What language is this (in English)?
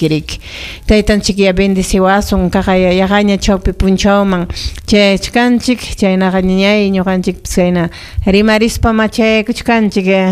Ayacucho Quechua